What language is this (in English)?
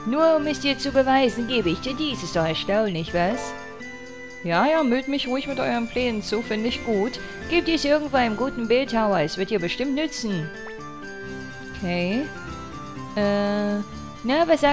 German